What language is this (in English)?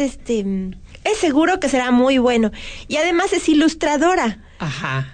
Spanish